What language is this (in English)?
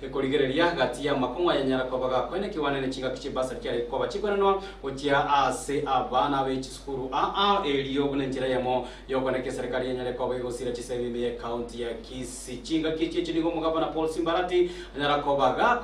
Gusii